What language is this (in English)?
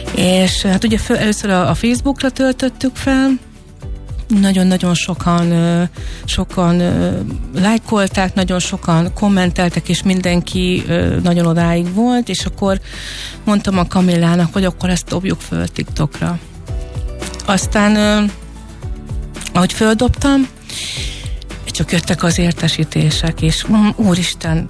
Hungarian